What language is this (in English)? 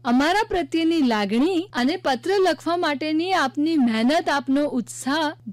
Gujarati